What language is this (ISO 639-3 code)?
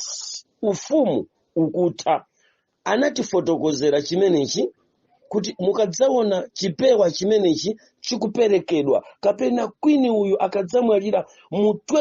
nya